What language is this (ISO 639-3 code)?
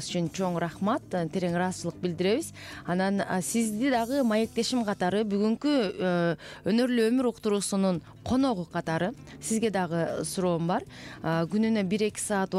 kir